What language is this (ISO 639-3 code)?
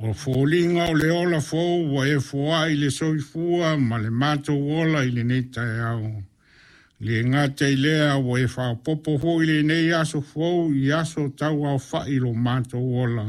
smo